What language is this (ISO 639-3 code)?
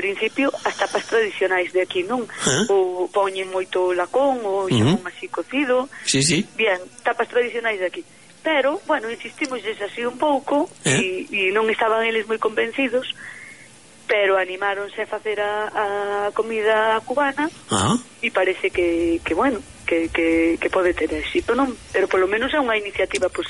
glg